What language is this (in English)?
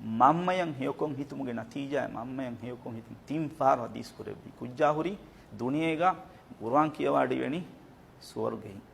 Divehi